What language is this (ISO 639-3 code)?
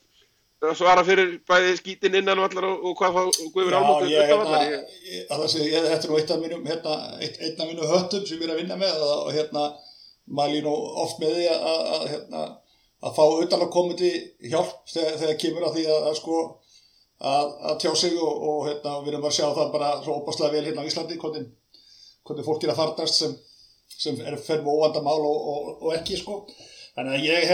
isl